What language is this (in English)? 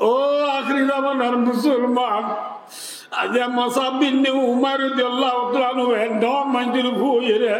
Rohingya